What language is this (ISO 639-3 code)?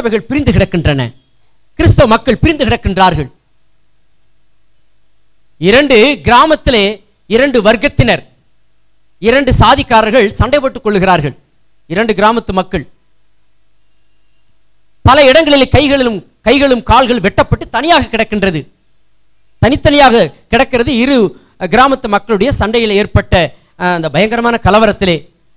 tam